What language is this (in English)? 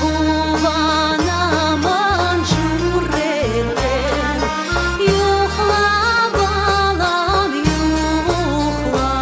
Crimean Tatar